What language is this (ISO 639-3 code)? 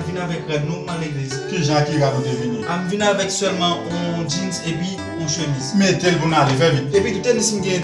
hat